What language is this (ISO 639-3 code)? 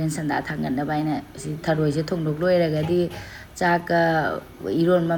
mni